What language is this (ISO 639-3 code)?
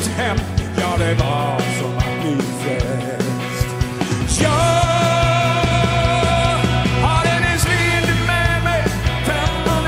swe